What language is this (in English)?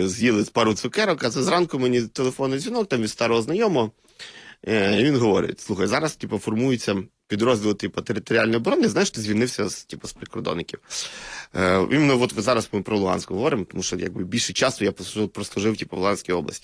Ukrainian